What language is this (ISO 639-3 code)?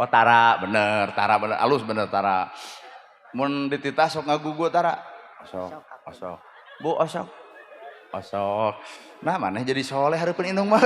sun